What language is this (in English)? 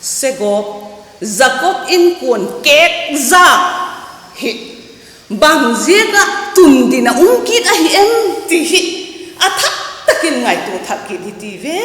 Vaiphei